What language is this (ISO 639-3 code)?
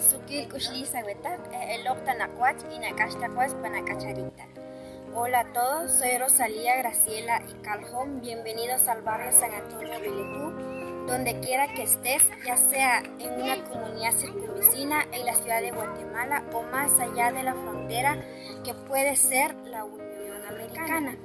poh